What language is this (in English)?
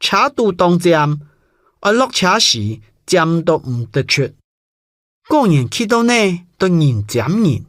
Hakka Chinese